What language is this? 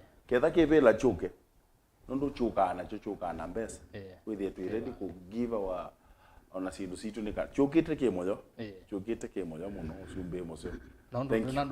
Kamba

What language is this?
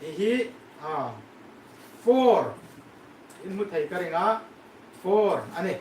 Hmar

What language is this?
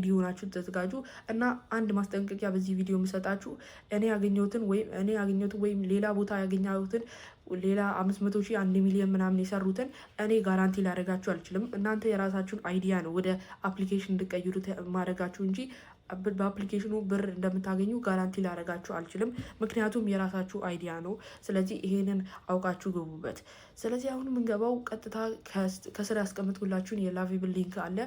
Amharic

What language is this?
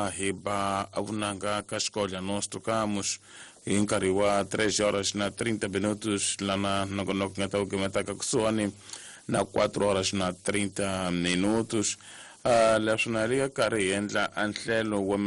Tsonga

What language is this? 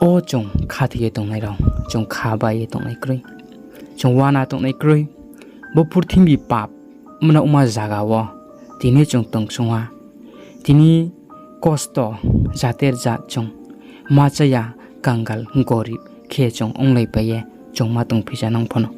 Riang (India)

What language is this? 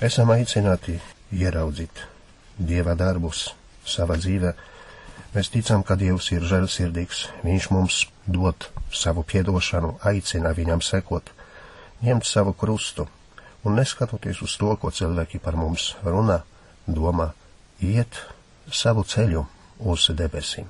Latvian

